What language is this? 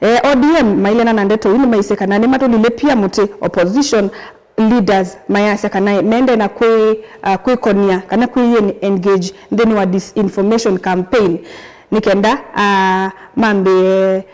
Kamba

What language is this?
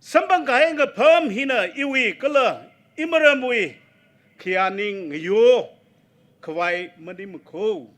Tangkhul Naga (India)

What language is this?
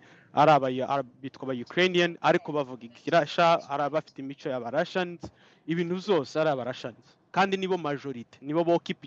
Kinyarwanda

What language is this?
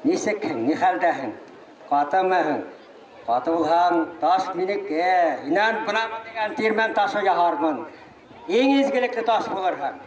Bashkir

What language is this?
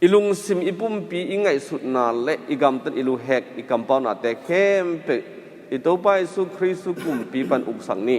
Tedim Chin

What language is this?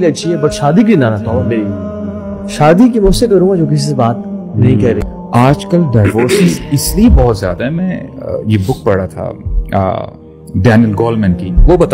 Urdu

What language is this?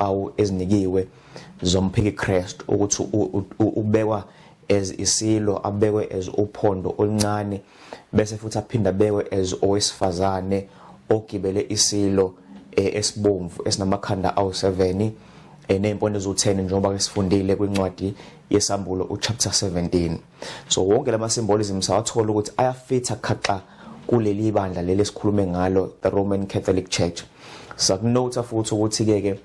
Zulu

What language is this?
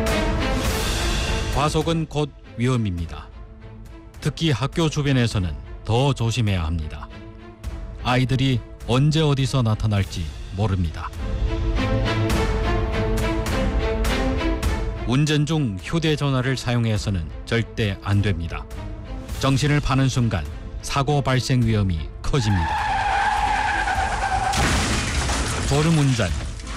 Korean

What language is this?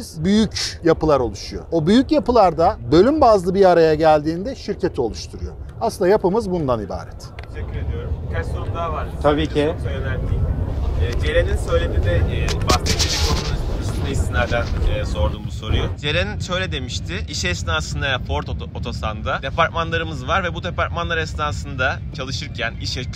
Turkish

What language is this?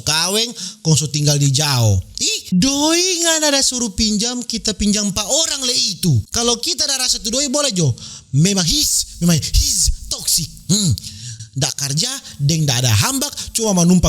Manado Malay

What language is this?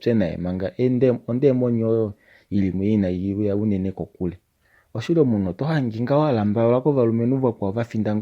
Kuanyama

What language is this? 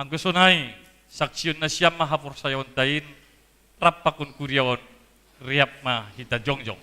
Batak Simalungun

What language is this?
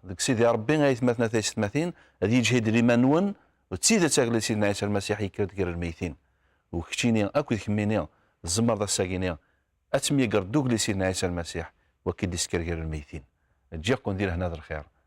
Kabyle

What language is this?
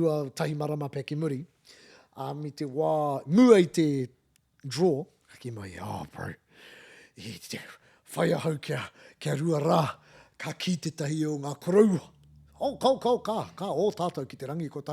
Māori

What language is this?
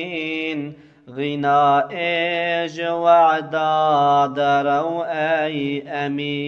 Kurdish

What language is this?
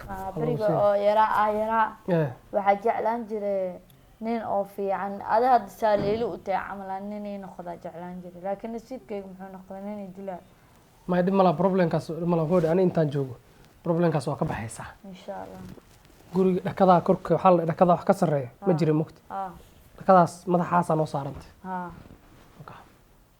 Somali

